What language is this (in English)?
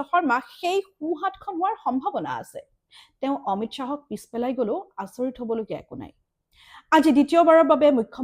Assamese